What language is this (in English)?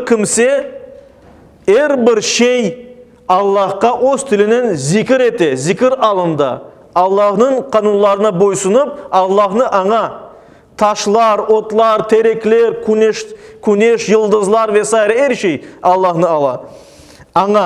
Crimean Tatar